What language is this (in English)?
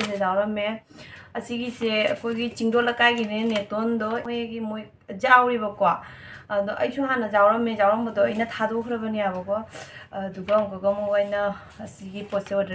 Manipuri